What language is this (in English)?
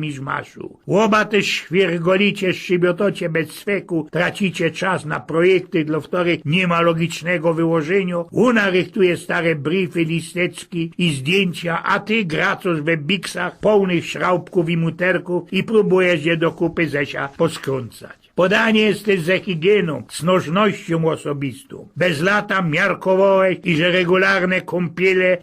Silesian